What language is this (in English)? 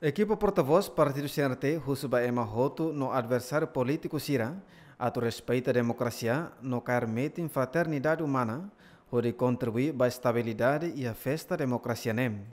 Tetum